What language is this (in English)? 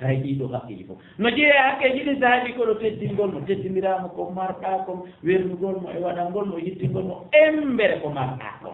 Fula